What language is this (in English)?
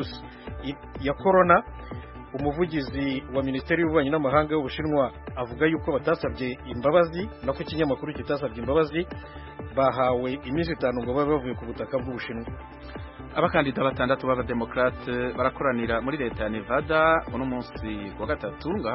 Kinyarwanda